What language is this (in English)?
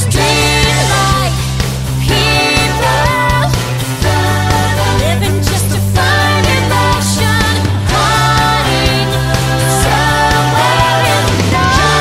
English